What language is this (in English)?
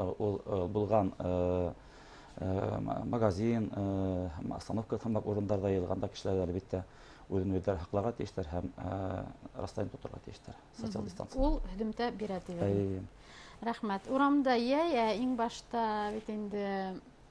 Bashkir